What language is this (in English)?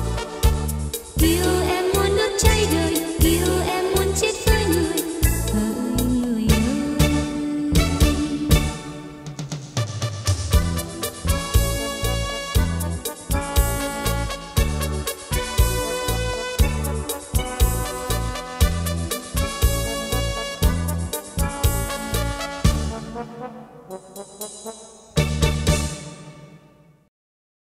Vietnamese